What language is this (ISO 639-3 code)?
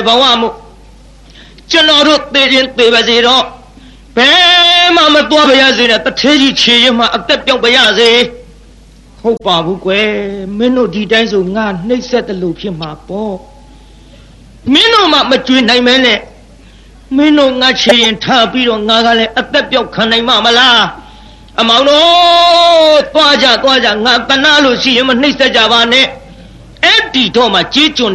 mya